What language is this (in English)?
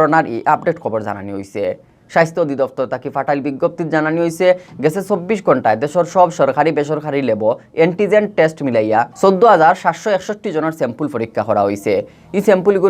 Sylheti